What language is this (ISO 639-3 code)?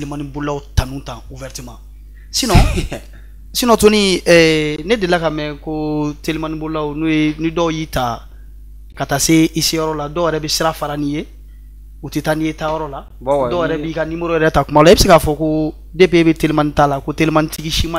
bam